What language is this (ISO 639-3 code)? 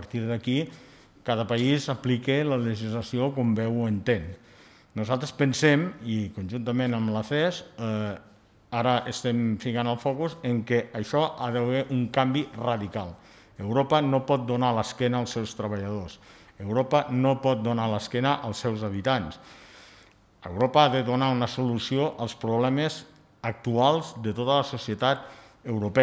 cat